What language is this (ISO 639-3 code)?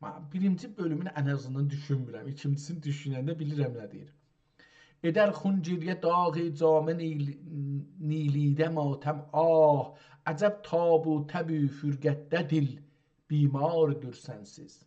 azb